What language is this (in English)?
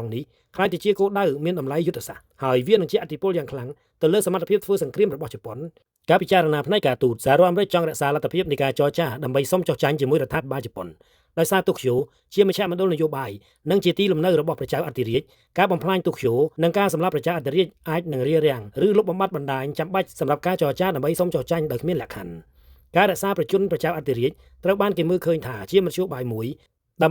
Khmer